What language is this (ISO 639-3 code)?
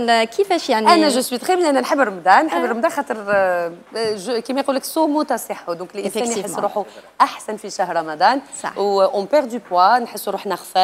arq